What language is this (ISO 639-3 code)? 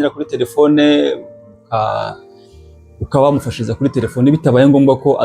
kin